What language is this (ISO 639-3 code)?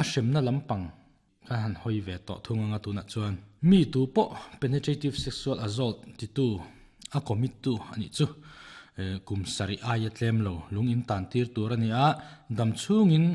lus